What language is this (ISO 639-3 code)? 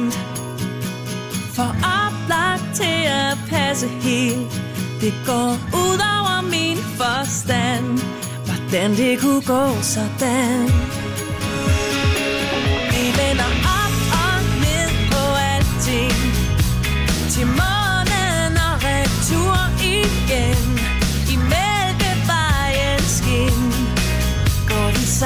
dan